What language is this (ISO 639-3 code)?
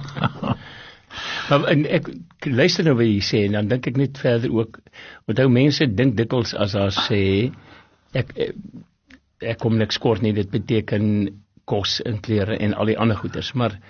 afr